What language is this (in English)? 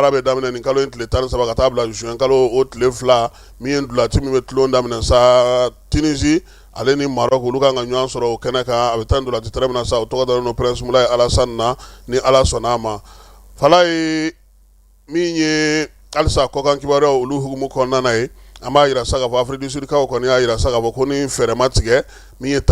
Bambara